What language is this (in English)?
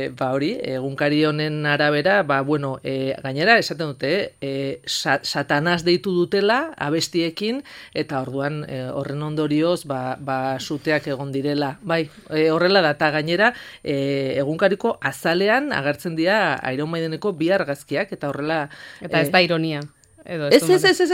Basque